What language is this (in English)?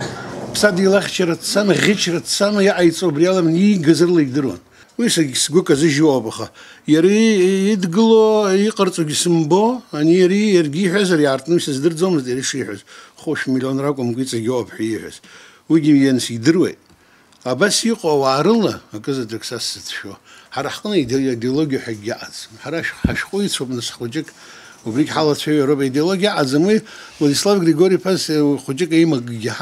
Abkhazian